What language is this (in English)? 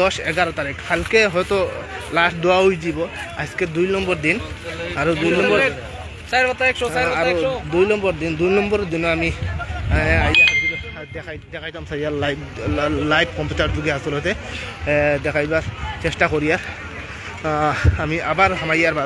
Sylheti